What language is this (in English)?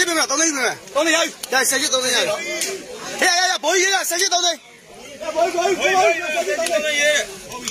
Burmese